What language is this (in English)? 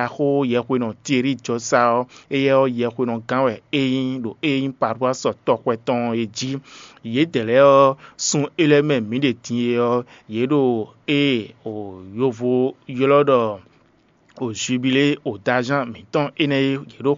Fon